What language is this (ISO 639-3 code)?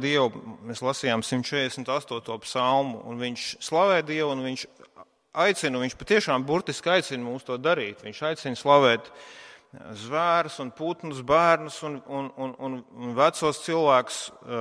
lav